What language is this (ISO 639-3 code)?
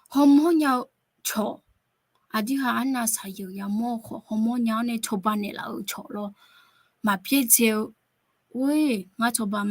ahk